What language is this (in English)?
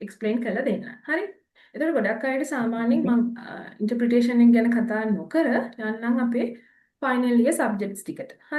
Sinhala